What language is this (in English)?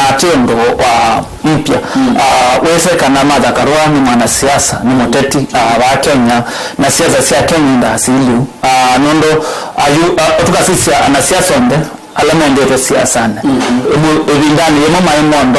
Kamba